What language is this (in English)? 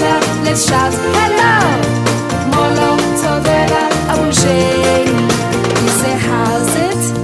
Southern Sotho